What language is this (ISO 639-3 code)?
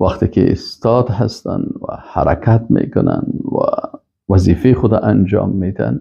fas